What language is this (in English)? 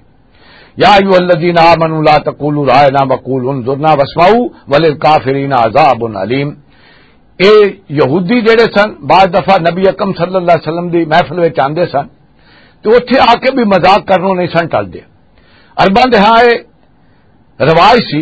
Western Panjabi